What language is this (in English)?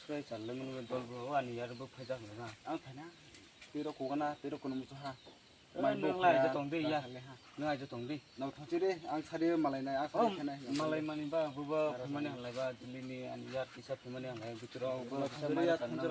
Kok Borok